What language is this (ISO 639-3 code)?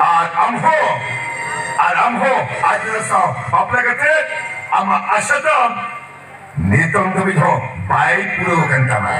sat